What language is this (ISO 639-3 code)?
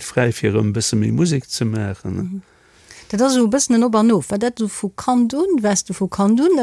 ltz